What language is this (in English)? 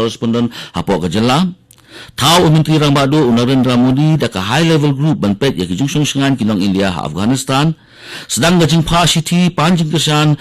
Khasi